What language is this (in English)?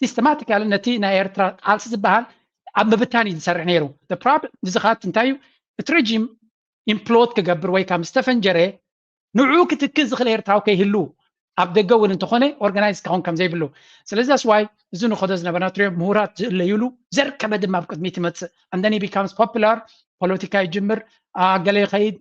Tigrinya